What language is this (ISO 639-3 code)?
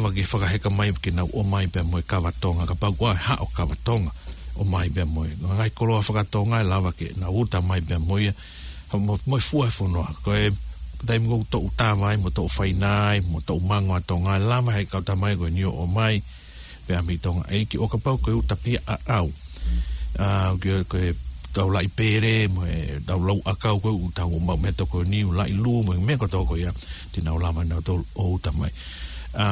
ton